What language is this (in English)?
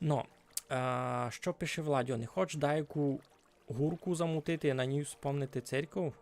Rusyn